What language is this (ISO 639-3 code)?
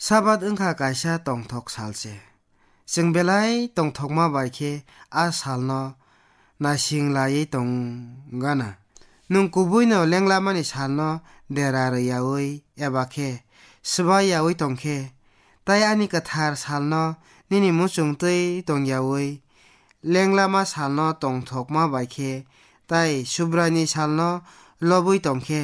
trp